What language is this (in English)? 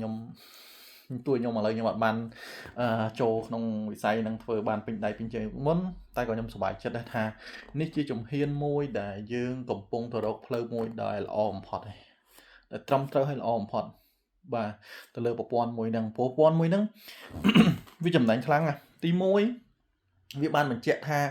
Khmer